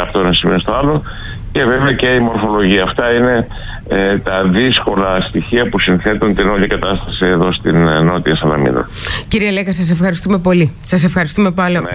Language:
Greek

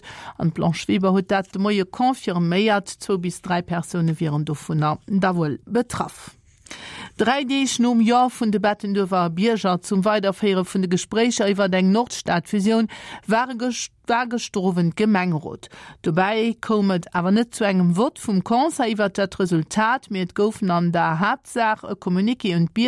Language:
Luxembourgish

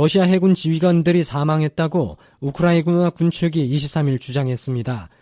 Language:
Korean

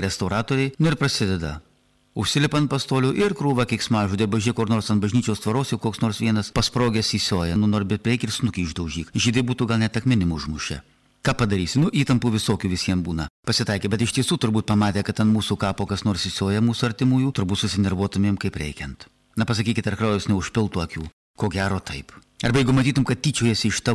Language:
Lithuanian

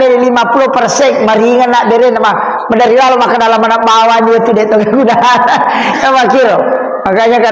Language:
Buginese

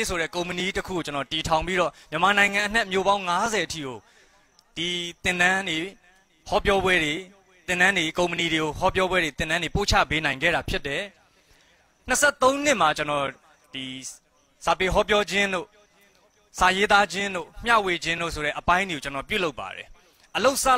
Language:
Burmese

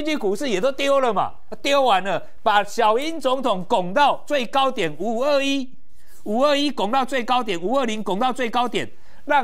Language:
Chinese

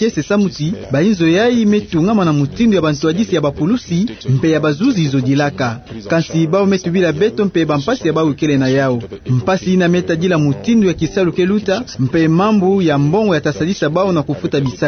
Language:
Kituba (Democratic Republic of Congo)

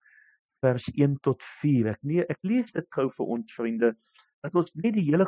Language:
Afrikaans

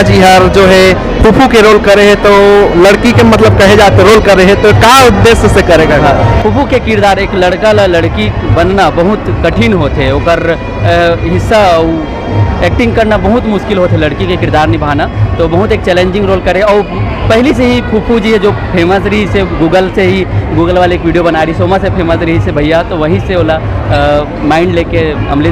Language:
Chhattisgarhi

